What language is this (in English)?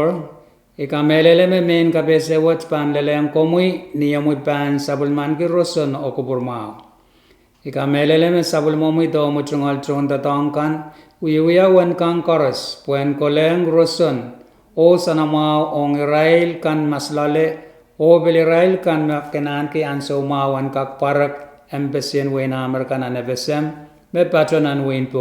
Pohnpeian